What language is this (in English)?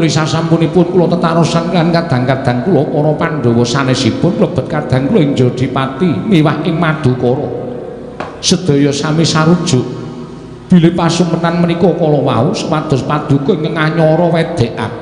Javanese